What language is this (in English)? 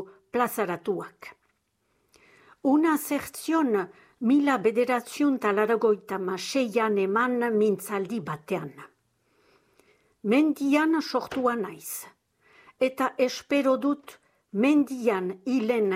Basque